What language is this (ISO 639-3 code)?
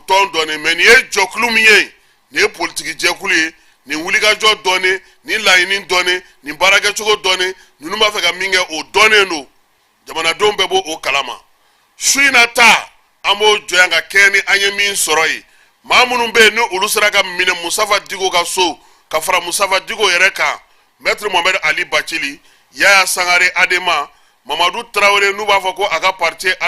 bam